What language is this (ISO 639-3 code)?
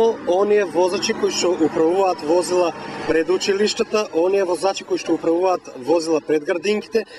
mkd